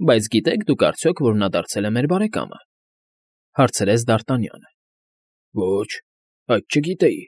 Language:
Armenian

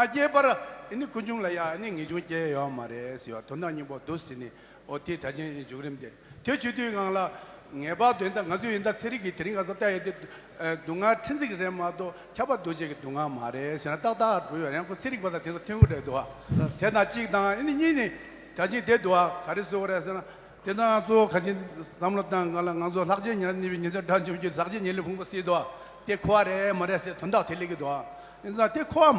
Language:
Tibetan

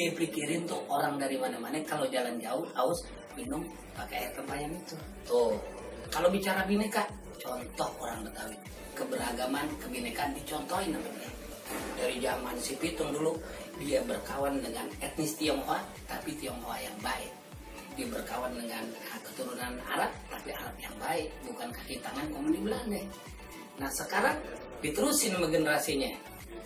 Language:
Betawi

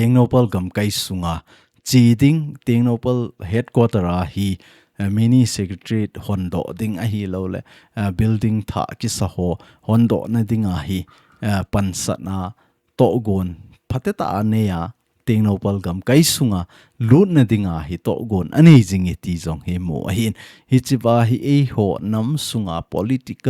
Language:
Thado Chin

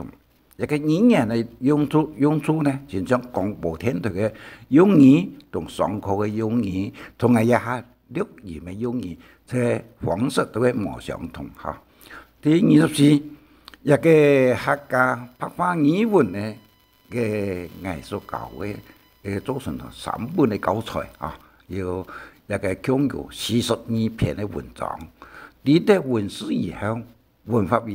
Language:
Hakka Chinese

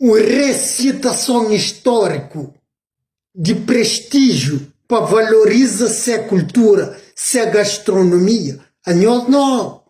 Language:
Kabuverdianu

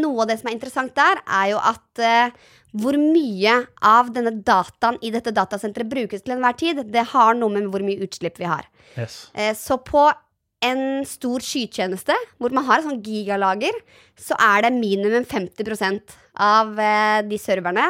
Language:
Norwegian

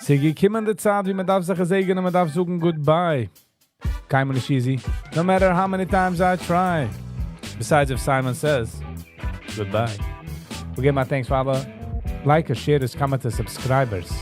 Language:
Yiddish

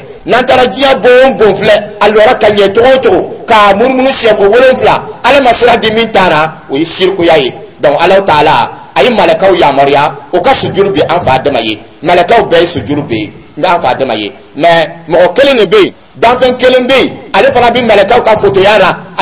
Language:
Dyula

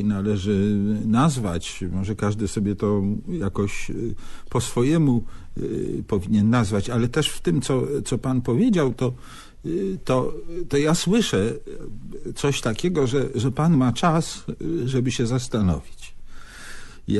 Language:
Polish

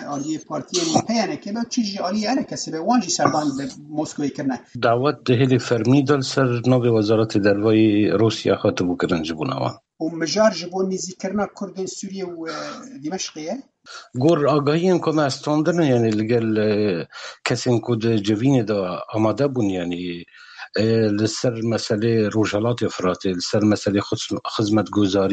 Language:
Kurdish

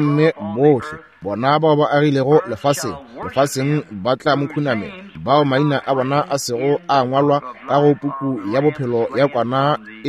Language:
Northern Sotho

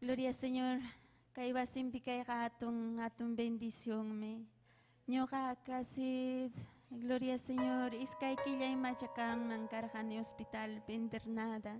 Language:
Ayacucho Quechua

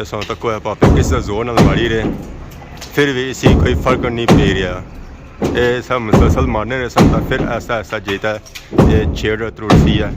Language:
Pahari-Potwari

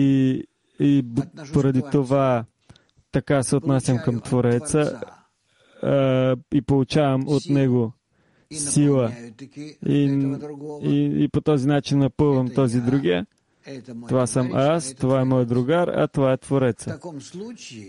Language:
Bulgarian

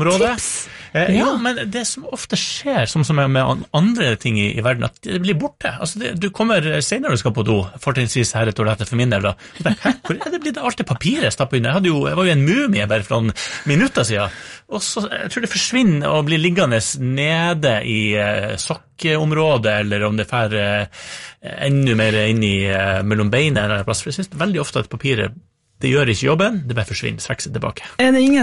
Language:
Norwegian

